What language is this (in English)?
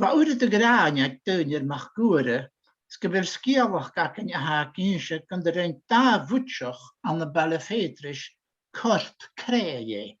Scottish Gaelic